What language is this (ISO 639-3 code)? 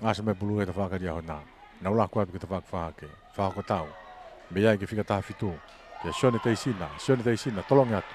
ton